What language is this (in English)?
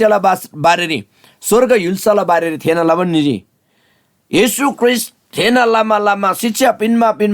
Eastern Tamang